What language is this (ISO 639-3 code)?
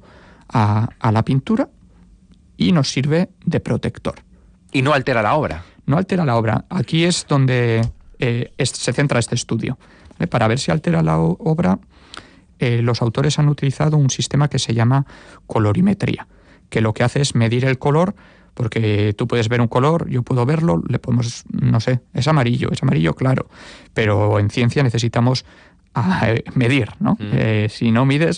spa